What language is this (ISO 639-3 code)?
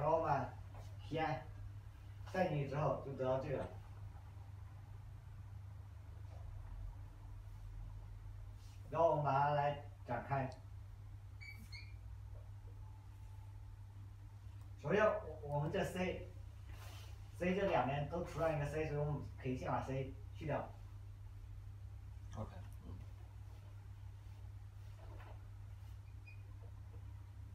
zho